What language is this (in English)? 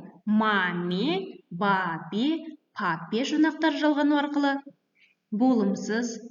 Kazakh